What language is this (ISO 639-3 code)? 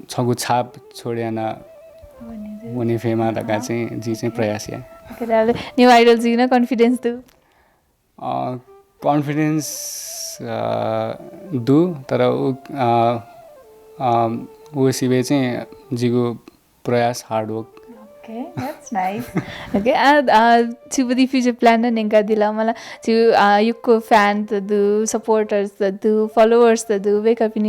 new